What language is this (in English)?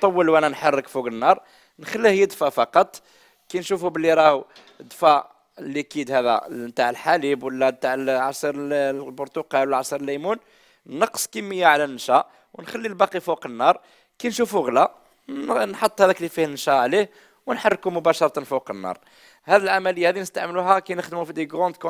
Algerian Arabic